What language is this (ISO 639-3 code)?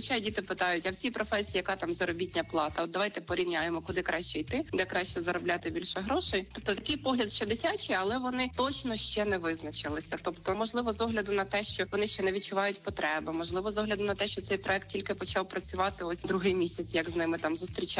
ukr